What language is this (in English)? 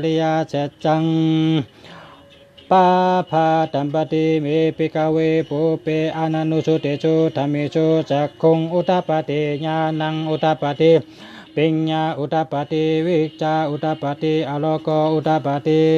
Shan